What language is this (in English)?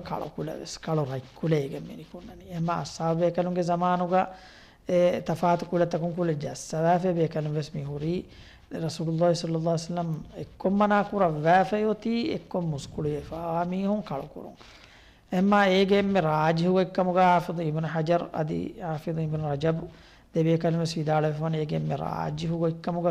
Divehi